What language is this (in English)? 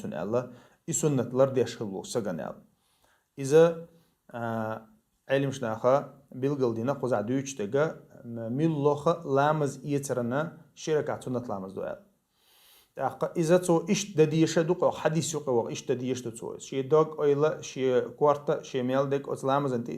Chechen